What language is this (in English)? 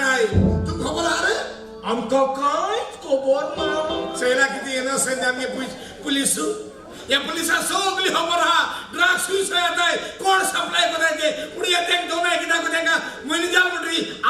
Konkani